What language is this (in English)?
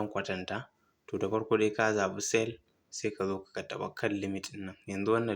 Hausa